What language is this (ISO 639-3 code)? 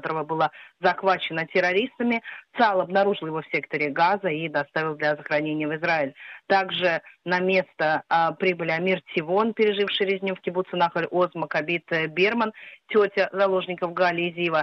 rus